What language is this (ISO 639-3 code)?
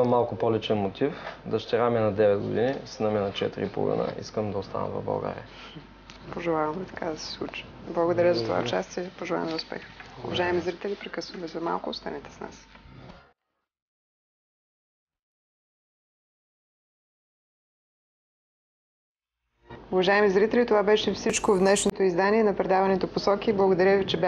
bul